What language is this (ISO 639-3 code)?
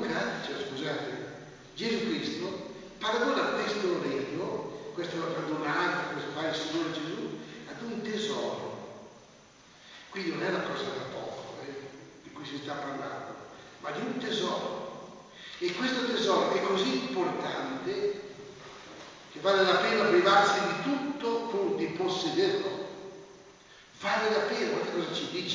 ita